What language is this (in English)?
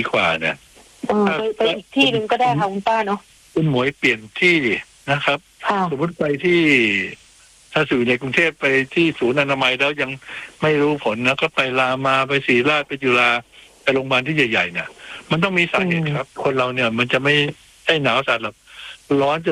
Thai